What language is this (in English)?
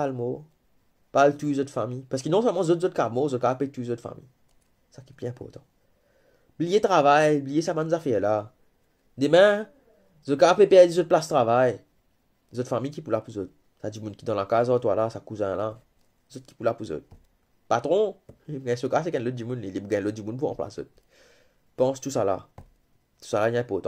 Morisyen